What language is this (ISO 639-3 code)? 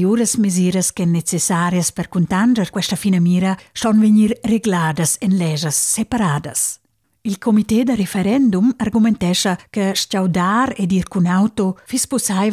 roh